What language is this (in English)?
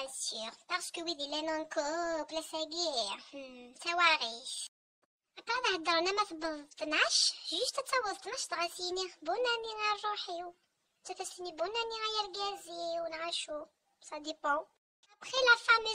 Kabyle